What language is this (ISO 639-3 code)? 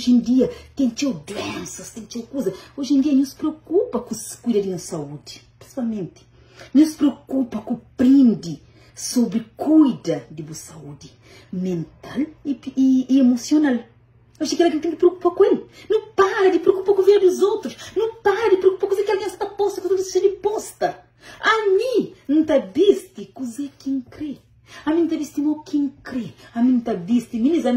kea